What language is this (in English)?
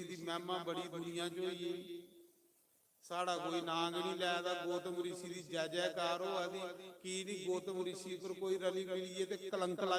Dogri